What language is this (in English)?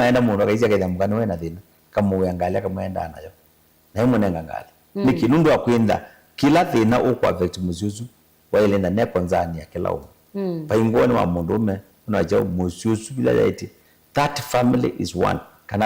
Kamba